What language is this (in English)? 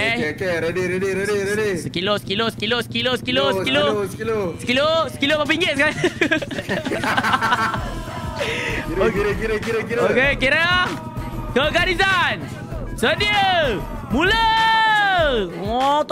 Malay